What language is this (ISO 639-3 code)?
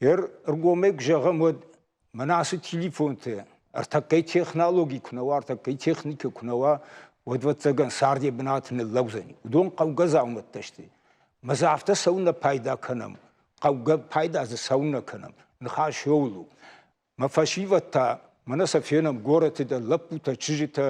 oss